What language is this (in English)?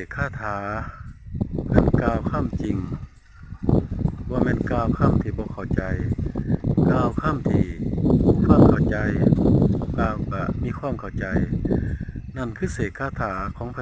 Lao